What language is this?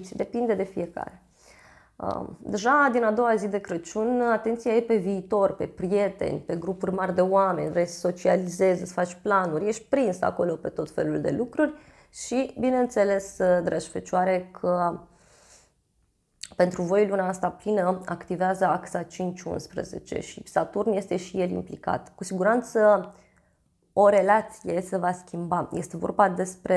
Romanian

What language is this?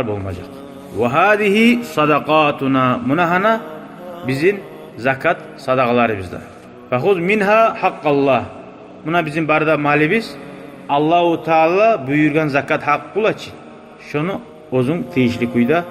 Kumyk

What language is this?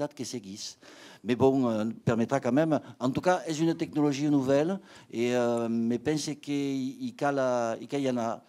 Occitan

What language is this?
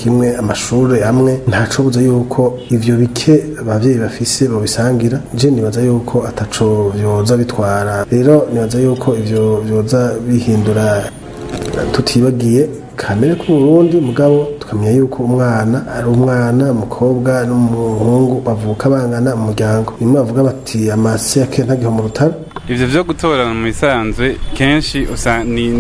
Rundi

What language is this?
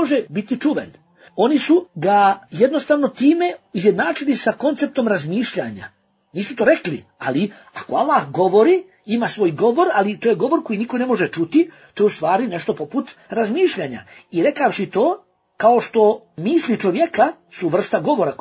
Bosnian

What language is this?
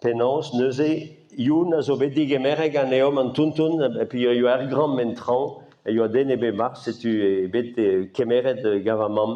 Breton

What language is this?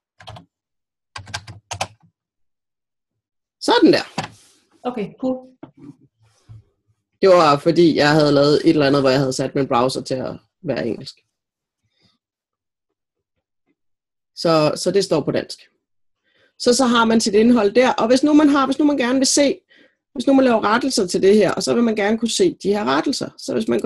Danish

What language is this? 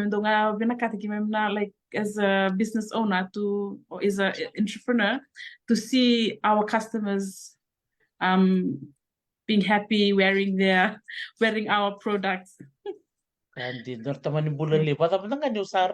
Fijian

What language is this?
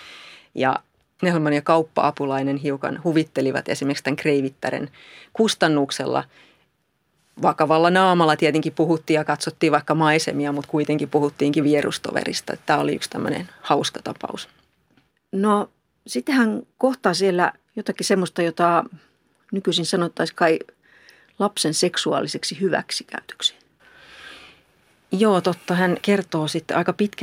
Finnish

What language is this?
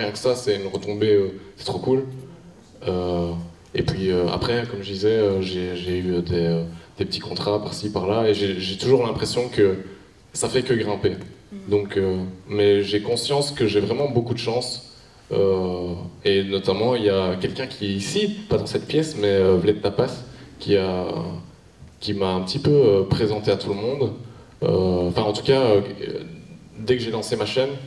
French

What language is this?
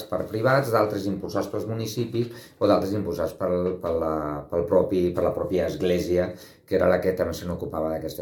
Catalan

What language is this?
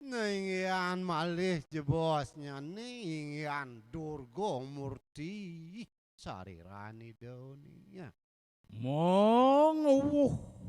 Balinese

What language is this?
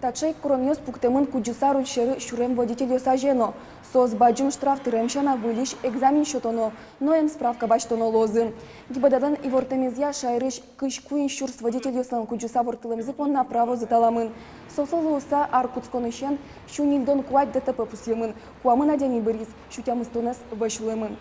Udmurt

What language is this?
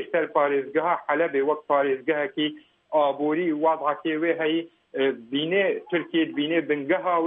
Kurdish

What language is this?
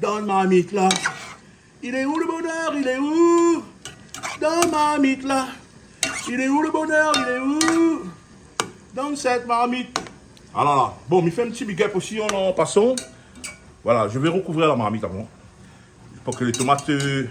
Réunion Creole French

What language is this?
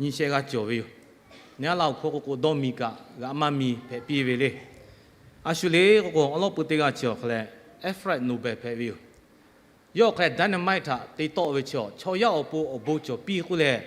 Lahu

